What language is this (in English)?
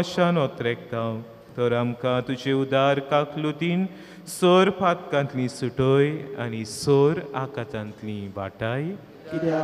Konkani